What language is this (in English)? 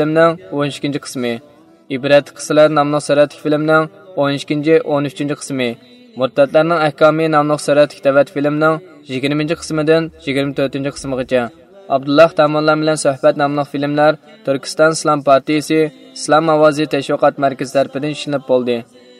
Uyghur